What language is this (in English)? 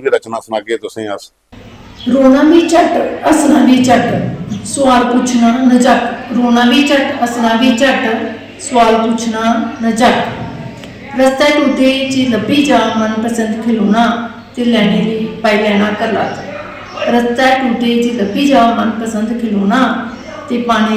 Dogri